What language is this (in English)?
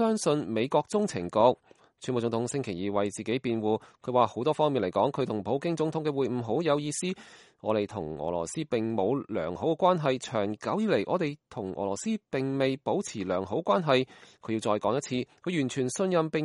Cantonese